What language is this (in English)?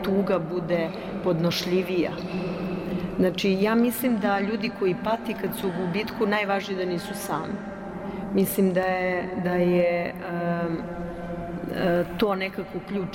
Serbian